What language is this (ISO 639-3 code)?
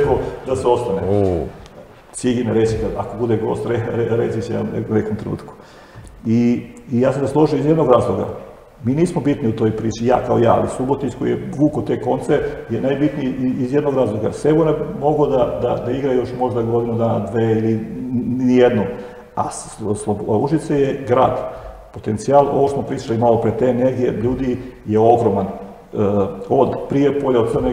srp